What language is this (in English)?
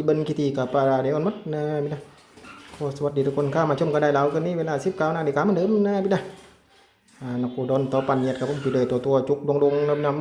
Northeastern Thai